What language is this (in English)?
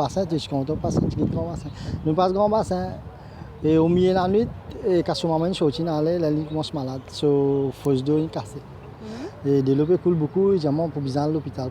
Morisyen